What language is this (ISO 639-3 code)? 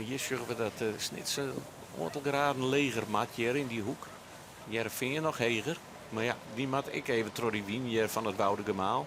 fry